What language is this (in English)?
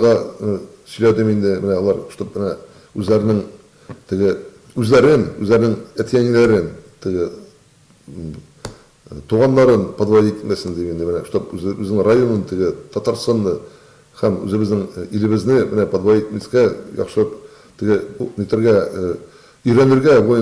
Tatar